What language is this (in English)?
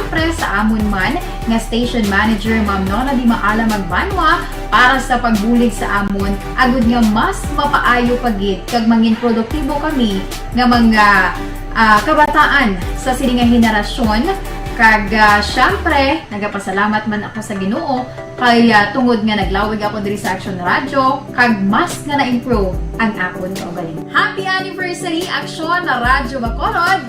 Hiligaynon